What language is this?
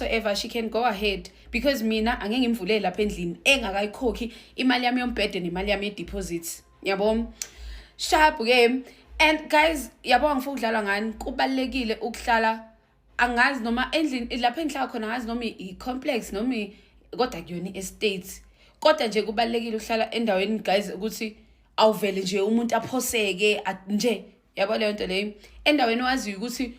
Zulu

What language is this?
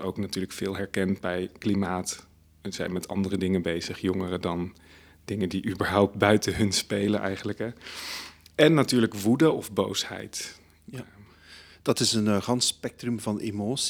Dutch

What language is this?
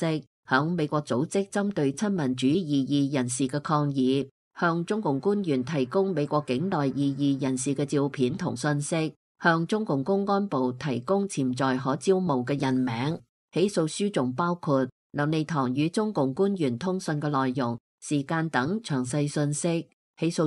Cantonese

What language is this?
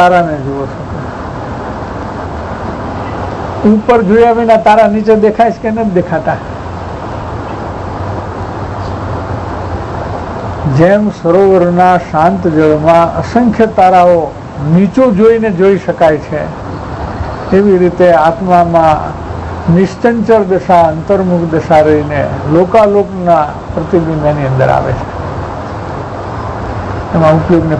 Gujarati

